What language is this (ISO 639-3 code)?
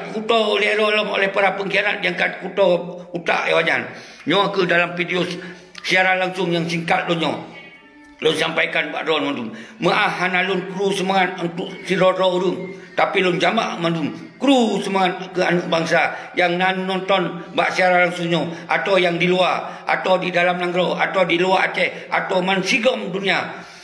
ace